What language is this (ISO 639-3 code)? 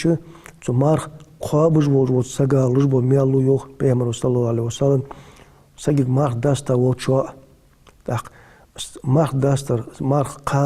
inh